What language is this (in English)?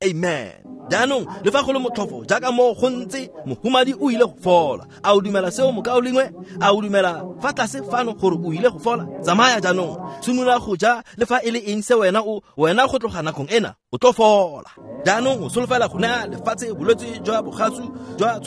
Tswana